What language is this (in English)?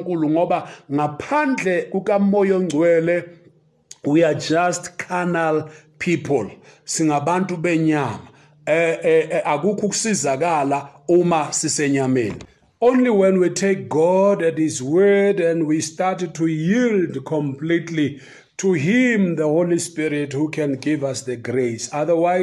Zulu